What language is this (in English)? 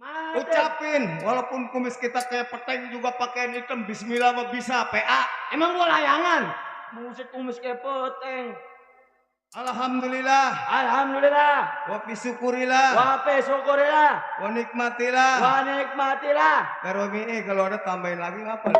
Betawi